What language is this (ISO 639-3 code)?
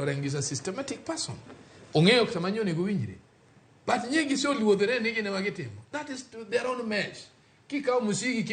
luo